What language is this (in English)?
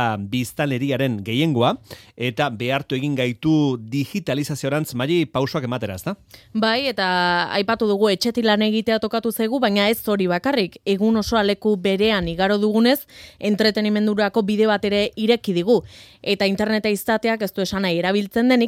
Basque